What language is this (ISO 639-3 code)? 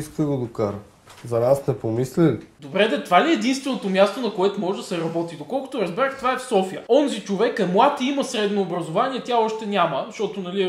bul